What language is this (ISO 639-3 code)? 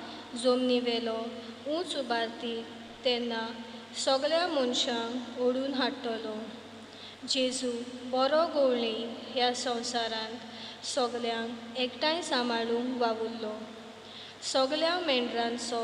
kok